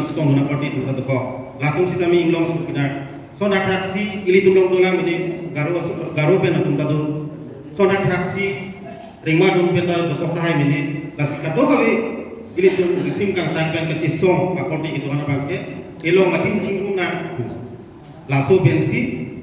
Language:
Karbi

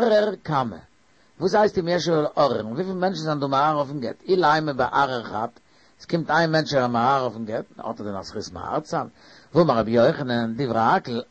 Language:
Yiddish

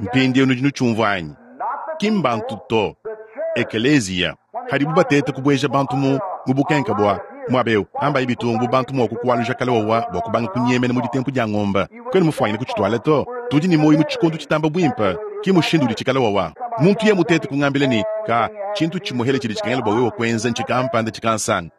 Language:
Luba-Lulua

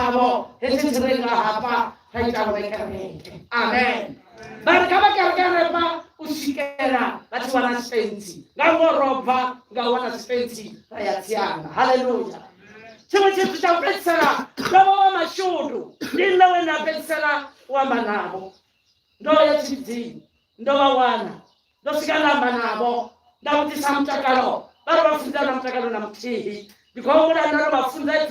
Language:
Venda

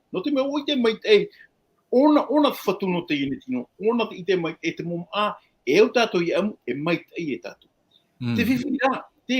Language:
Tahitian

